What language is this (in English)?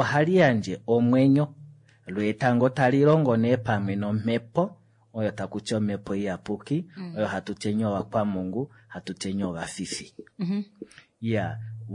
Kuanyama